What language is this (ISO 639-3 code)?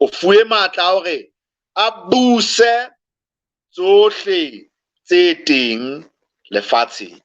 sot